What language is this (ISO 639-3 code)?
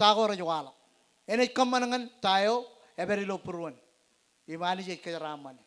mah